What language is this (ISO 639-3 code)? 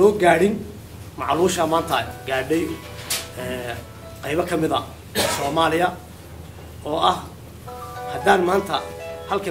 som